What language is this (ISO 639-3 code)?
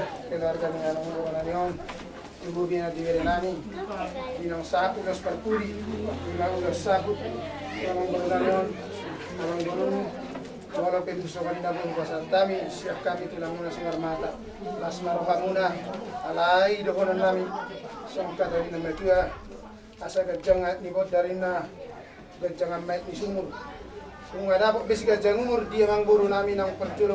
bbc